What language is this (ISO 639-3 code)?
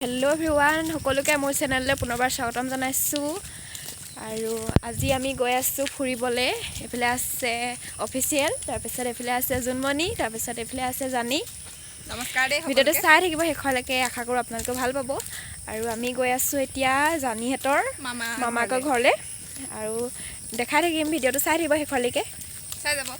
asm